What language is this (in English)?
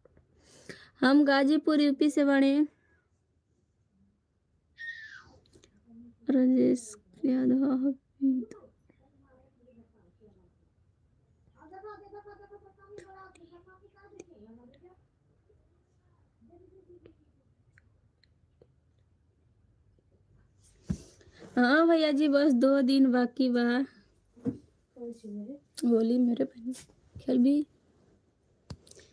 Bhojpuri